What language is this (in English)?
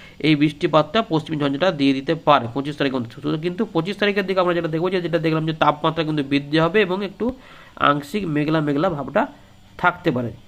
Bangla